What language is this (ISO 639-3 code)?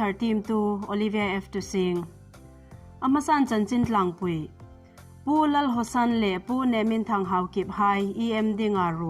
hmr